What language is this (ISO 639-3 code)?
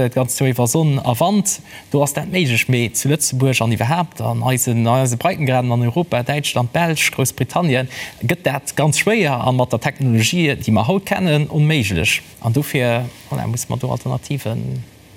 ltz